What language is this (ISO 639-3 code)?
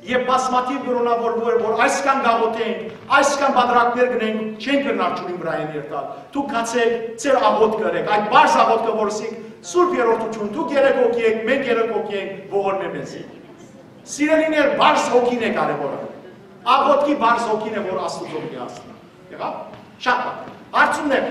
hyw